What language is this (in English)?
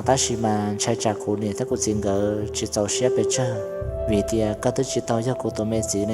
Hmong